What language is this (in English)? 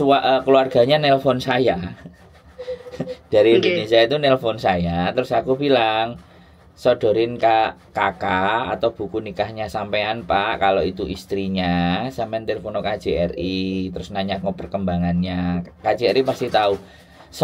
Indonesian